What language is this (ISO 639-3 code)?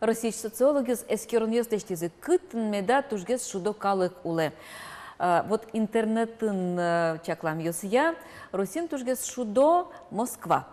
udm